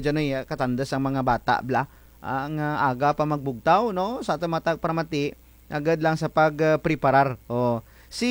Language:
Kinaray-a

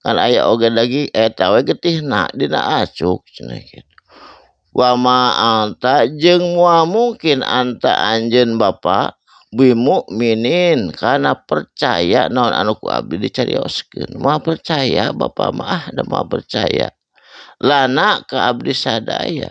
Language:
Sundanese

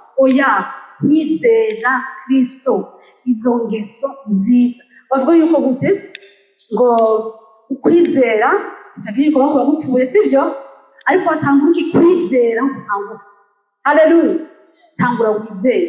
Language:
Rundi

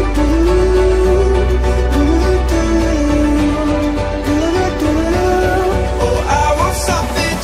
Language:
English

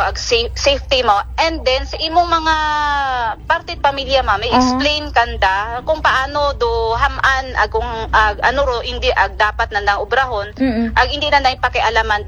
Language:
Aklanon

